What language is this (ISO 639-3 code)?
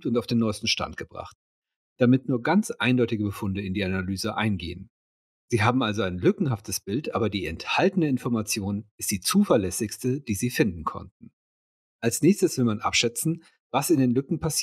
deu